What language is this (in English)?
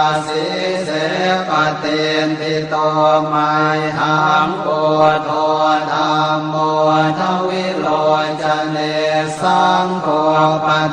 Pali